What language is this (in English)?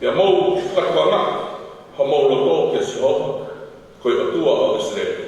Tongan